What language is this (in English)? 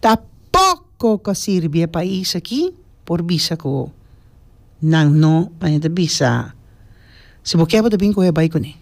Papiamento